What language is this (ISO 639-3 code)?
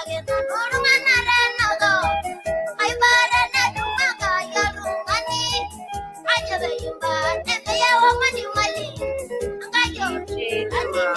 mas